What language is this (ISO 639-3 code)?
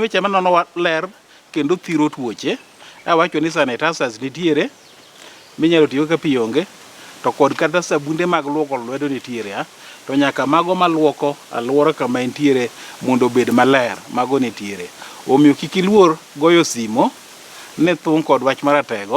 luo